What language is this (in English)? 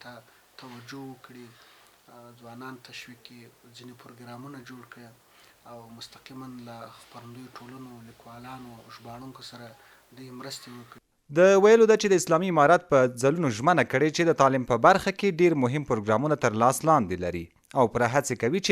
Pashto